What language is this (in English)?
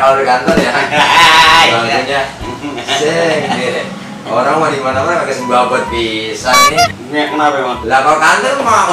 Betawi